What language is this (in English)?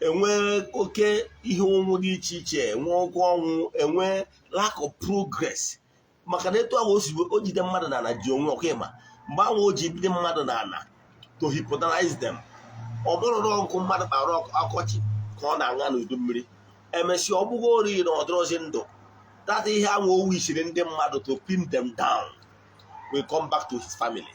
Igbo